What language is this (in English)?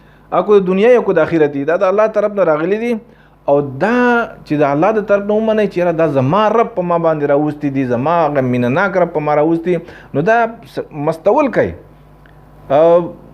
Pashto